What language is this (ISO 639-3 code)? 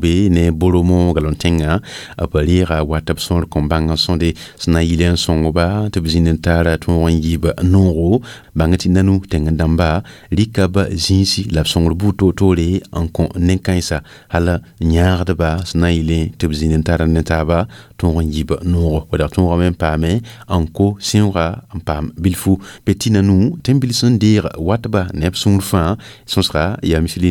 mos